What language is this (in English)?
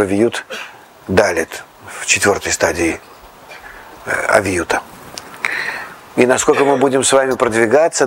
Russian